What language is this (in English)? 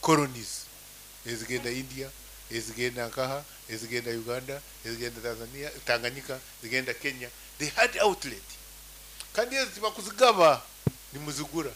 Nyankole